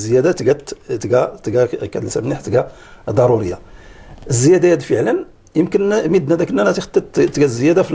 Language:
Moroccan Arabic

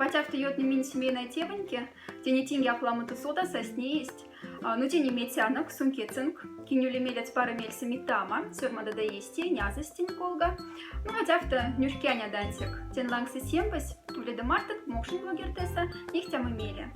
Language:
Moksha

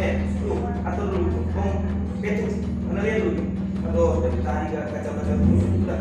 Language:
Manado Malay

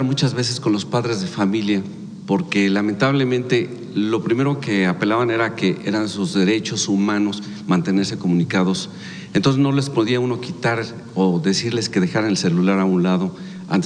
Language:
Spanish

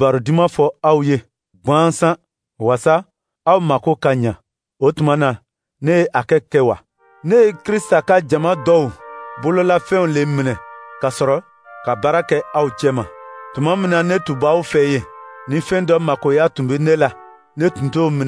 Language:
Dyula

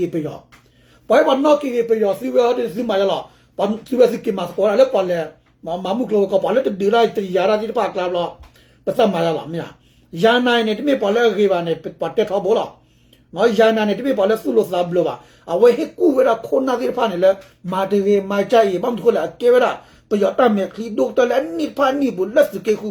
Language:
S'gaw Karen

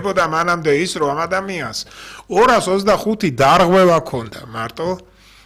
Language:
Georgian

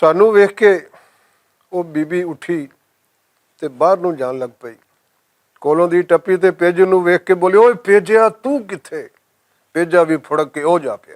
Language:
Western Panjabi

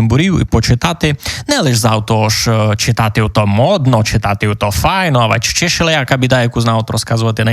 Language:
Rusyn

